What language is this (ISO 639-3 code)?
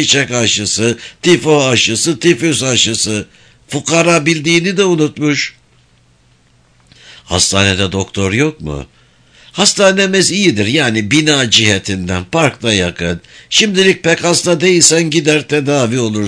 tur